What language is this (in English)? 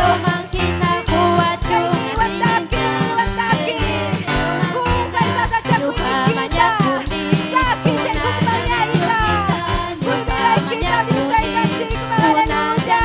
Ayacucho Quechua